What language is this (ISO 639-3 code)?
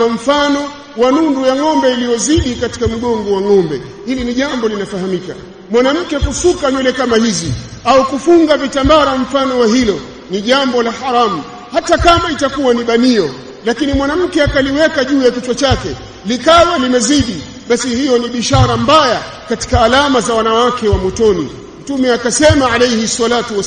swa